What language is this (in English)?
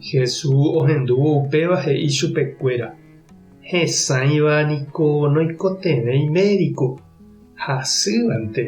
Guarani